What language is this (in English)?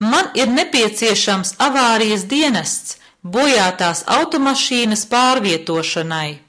Latvian